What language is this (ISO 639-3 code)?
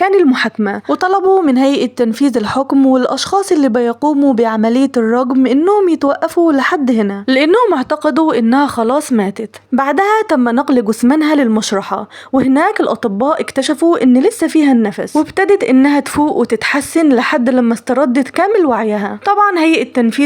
arz